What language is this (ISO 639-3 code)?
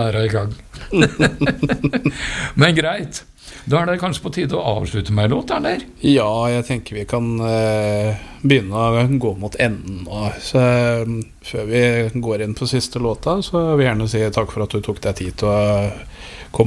nor